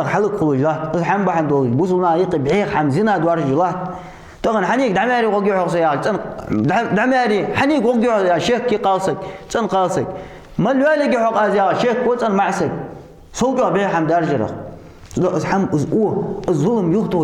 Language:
Ingush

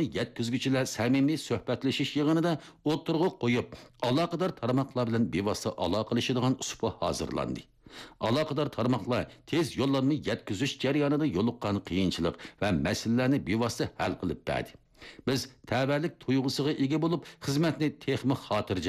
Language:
Uyghur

